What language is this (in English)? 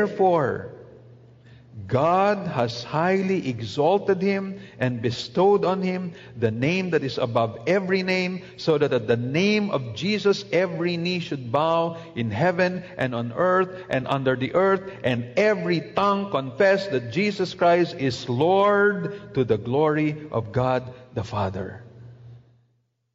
Filipino